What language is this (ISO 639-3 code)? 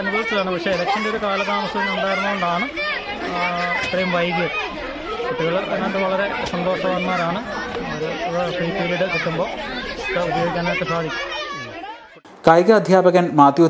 mal